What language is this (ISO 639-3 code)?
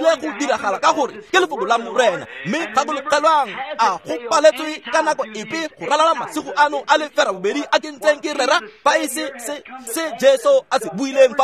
tsn